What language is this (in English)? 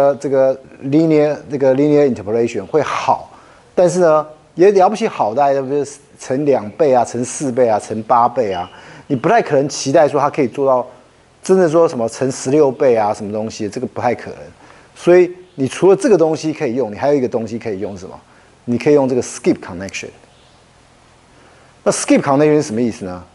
Chinese